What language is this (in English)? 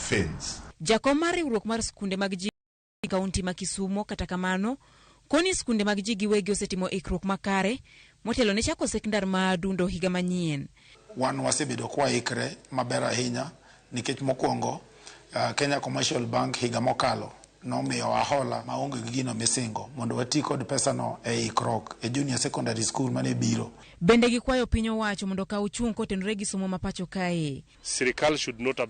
Luo (Kenya and Tanzania)